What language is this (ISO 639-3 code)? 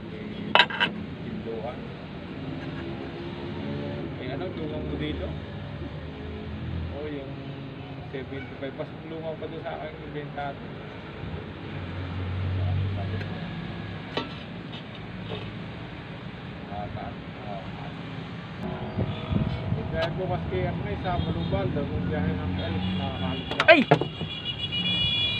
fil